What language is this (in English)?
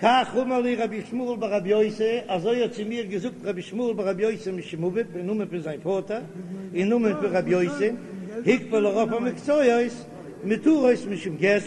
Yiddish